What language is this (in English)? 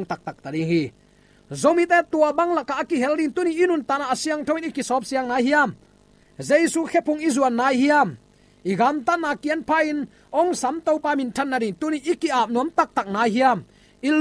Tedim Chin